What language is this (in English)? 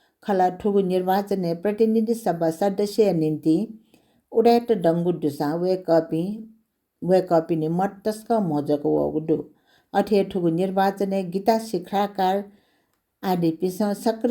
Newari